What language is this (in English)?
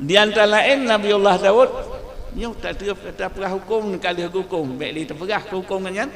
Achinese